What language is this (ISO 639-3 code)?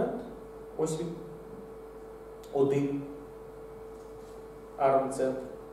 ukr